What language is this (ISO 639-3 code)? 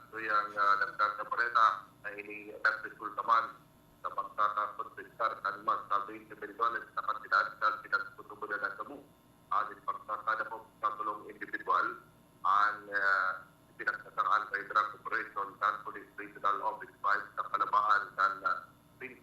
bik